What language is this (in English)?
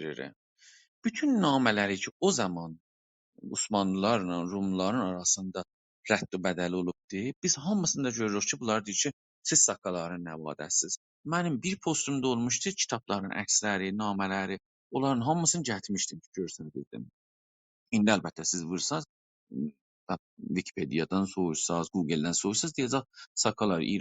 South Azerbaijani